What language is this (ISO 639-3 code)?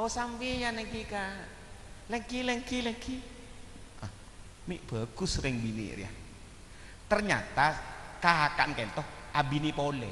mad